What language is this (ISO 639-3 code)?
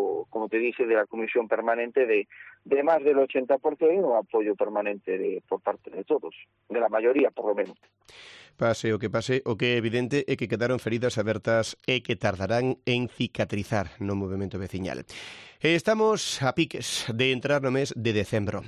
glg